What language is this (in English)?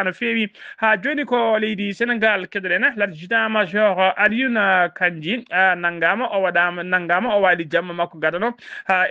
Fula